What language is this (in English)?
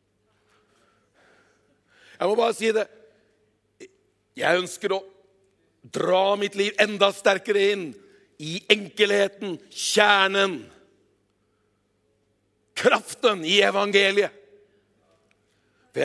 Norwegian